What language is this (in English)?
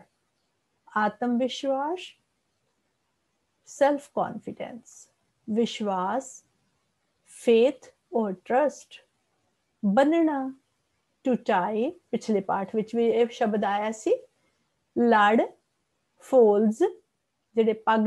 Punjabi